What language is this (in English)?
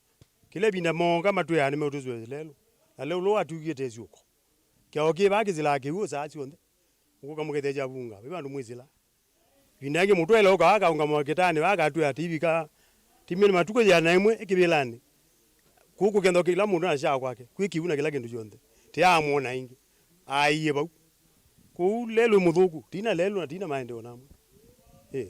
Kamba